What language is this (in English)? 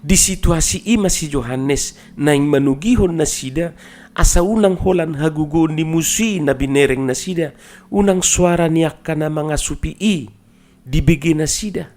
Batak Toba